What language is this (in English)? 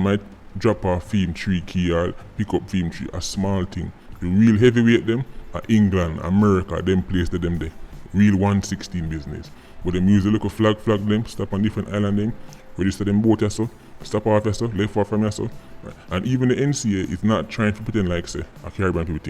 Jamaican Creole English